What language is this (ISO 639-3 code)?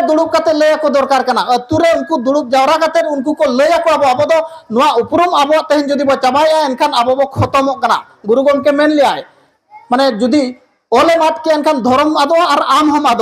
sat